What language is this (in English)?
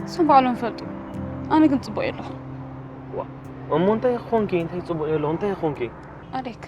Tigrinya